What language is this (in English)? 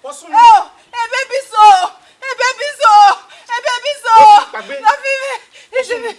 Bini